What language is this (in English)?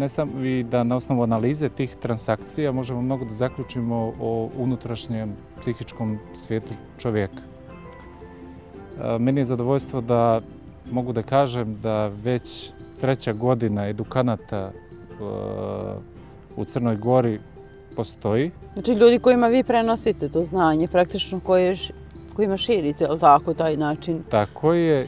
Serbian